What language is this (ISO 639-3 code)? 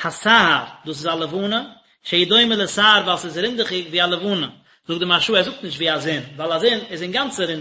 yid